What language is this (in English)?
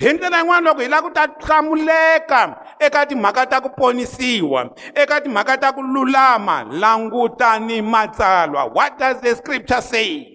Tsonga